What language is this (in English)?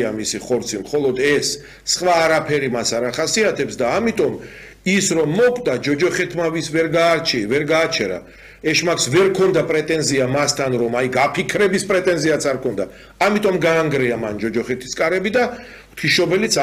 Georgian